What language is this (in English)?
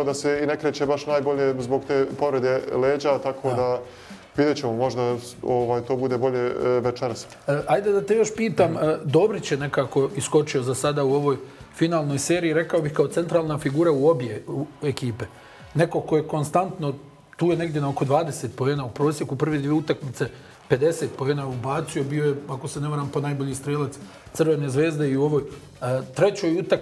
Bosnian